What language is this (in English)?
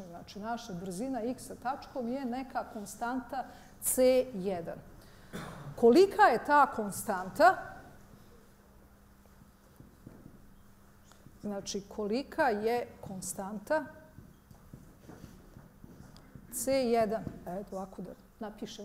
Bosnian